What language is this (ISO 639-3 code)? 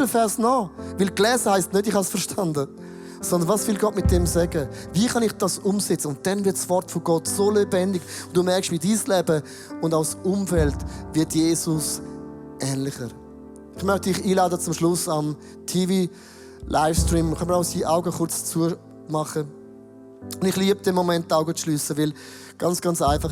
gsw